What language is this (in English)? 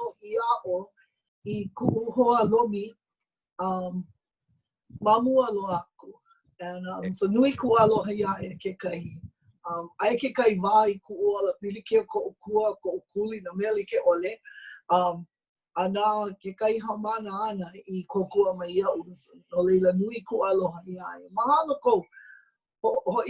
Hawaiian